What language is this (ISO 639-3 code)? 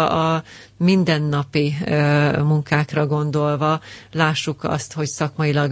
hun